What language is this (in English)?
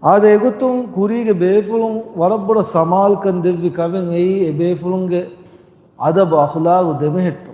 Divehi